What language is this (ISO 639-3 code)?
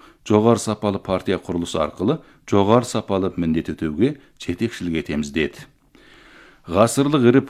kaz